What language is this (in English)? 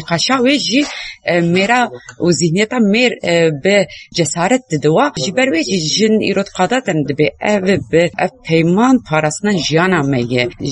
Kurdish